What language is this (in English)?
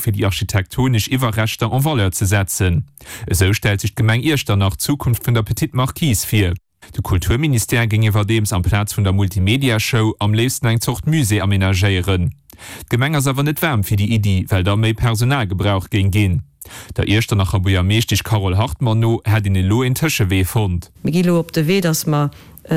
Luxembourgish